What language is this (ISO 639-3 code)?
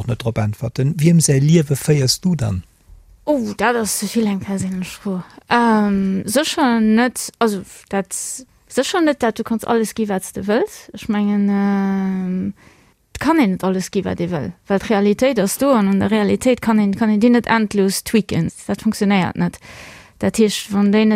ltz